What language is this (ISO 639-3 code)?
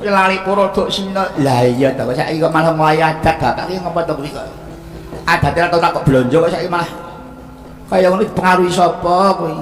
jav